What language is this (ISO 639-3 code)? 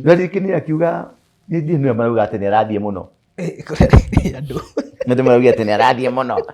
kik